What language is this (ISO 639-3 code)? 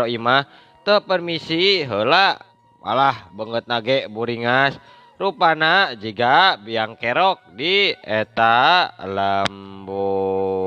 sun